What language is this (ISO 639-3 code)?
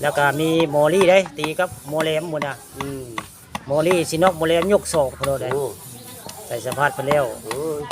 tts